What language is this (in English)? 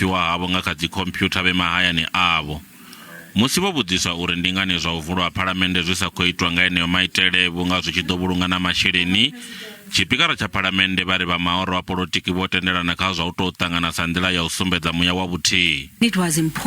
Venda